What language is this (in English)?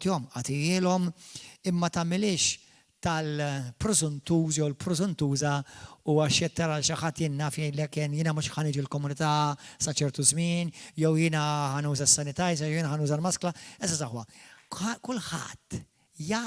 Maltese